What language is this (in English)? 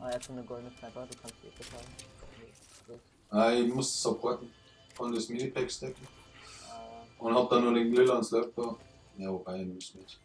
Bavarian